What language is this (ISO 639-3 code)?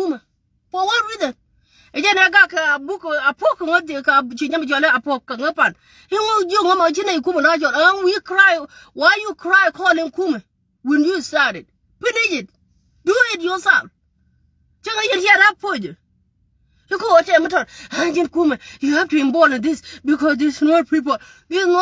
nus